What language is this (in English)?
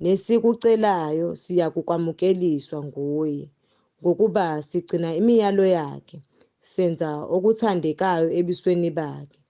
Zulu